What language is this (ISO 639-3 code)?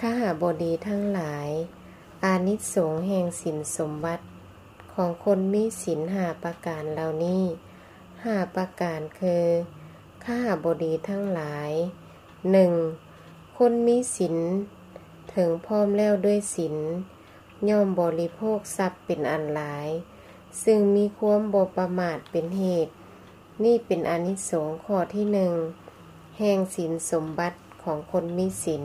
lao